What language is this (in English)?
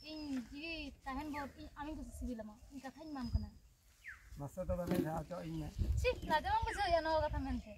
Santali